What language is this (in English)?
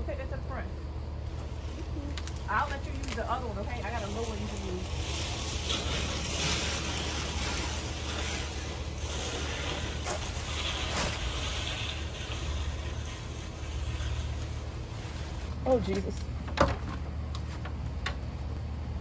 English